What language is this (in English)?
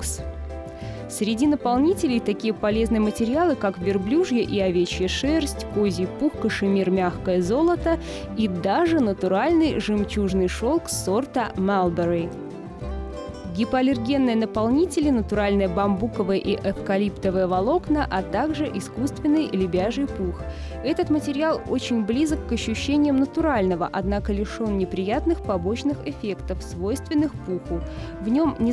Russian